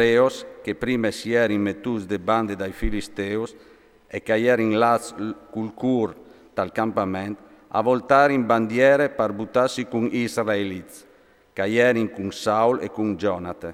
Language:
Friulian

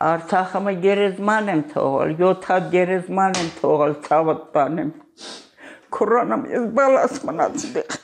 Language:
Armenian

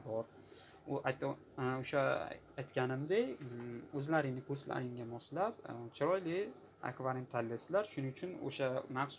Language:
Uzbek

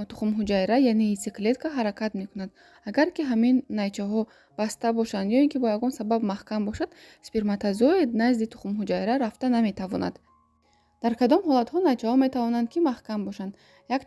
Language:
Tajik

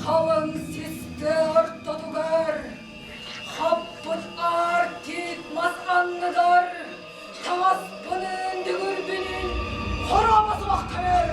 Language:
Yakut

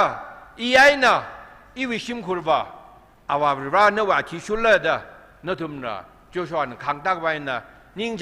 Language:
Tangkhul Naga (India)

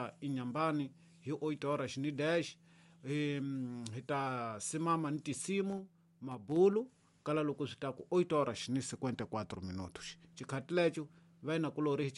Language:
Tsonga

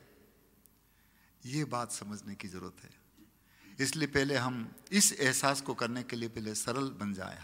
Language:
Hindi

